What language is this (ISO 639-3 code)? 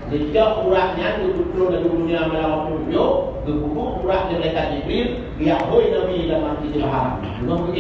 ace